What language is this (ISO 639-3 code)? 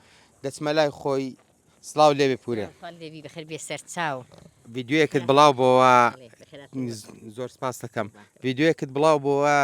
ckb